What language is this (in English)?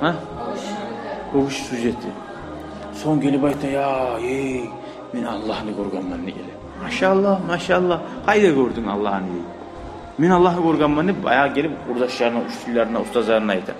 Kumyk